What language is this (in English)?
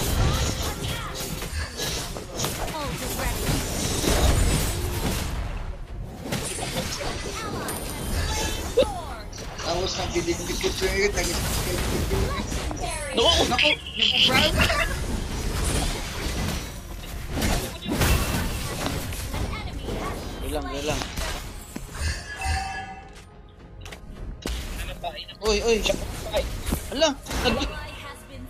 Filipino